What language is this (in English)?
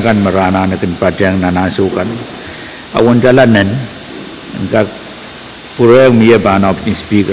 Pohnpeian